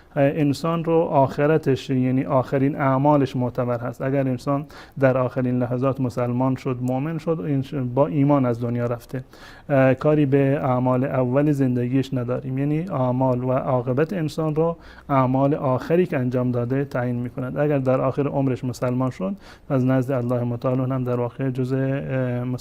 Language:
Persian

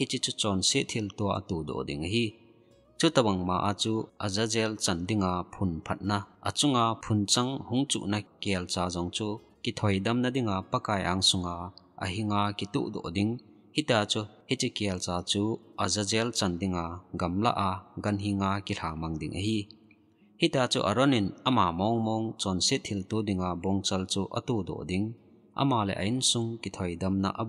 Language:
Thado Chin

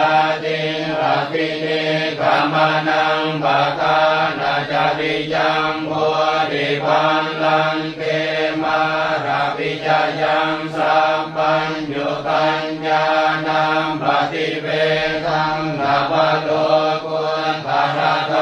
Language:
Pali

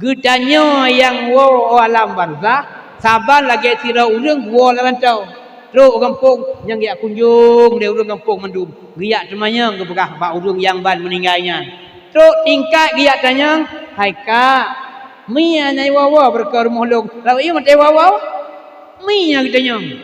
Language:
Achinese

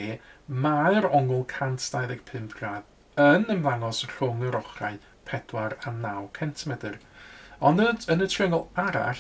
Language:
Welsh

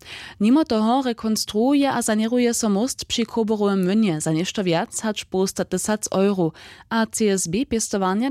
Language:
Upper Sorbian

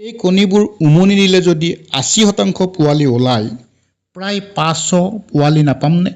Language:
Assamese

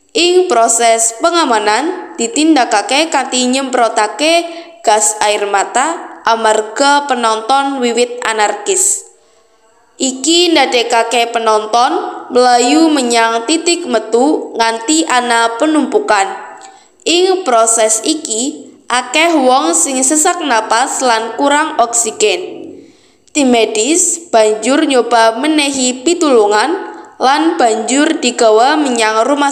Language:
Javanese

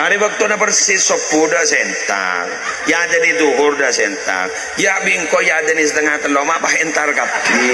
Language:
Madurese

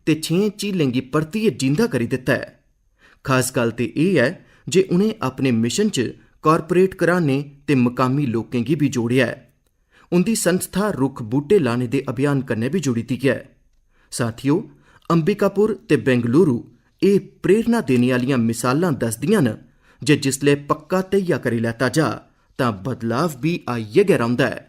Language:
Dogri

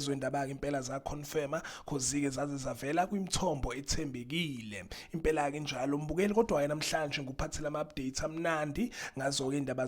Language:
Zulu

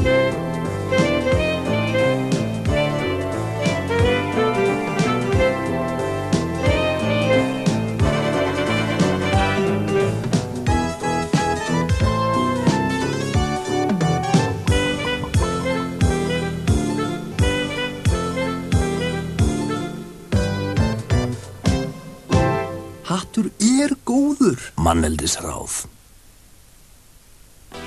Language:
Icelandic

